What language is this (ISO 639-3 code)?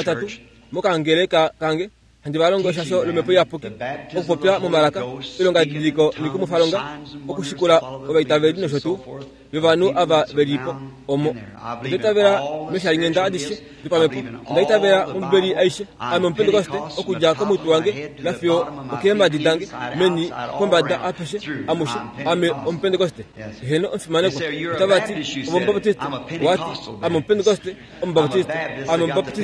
kua